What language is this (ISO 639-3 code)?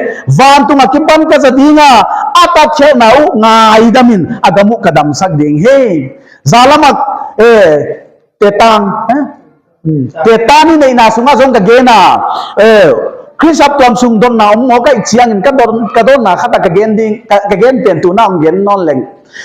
pck